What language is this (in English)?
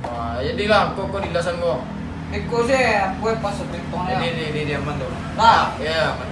Minangkabau